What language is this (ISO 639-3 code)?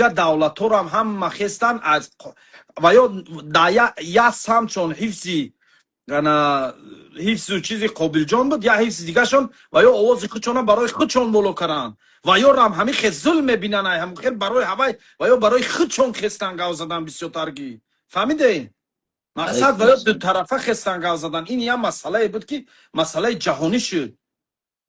tgk